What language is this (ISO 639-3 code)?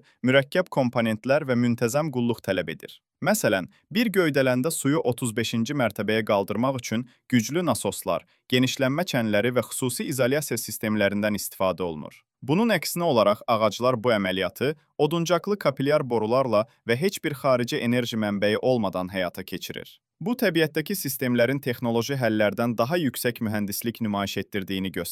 aze